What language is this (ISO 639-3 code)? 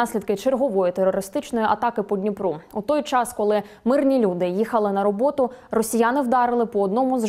ukr